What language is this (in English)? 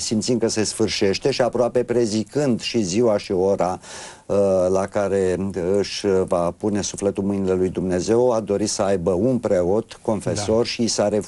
Romanian